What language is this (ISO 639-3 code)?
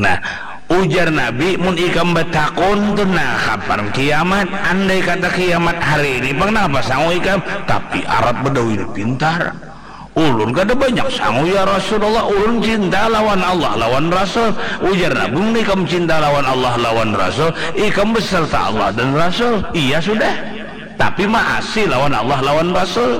bjn